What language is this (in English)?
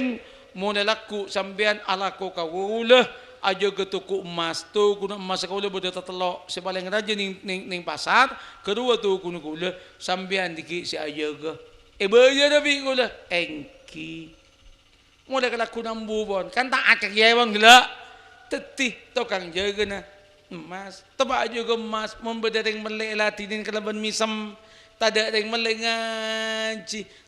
Madurese